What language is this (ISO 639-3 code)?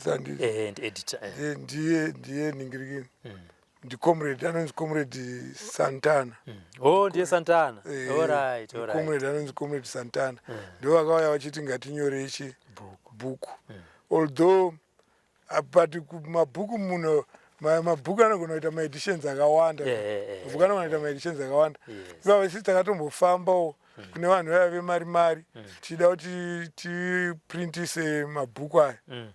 sna